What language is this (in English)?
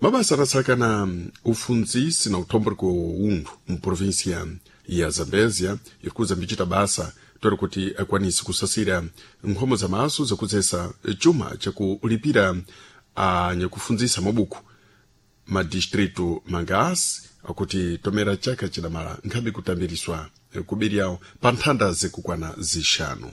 Sena